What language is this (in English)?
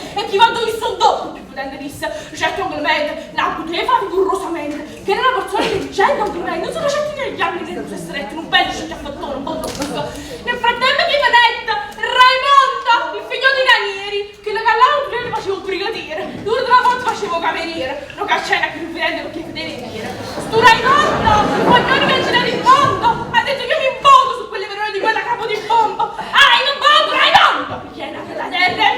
Neapolitan